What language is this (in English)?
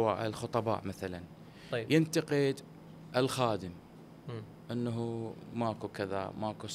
Mesopotamian Arabic